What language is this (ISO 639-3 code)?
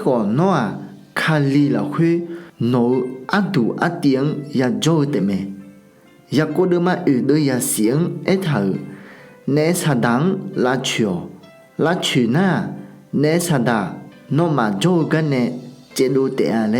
ahk